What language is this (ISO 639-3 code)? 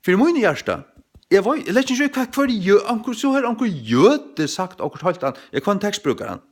fao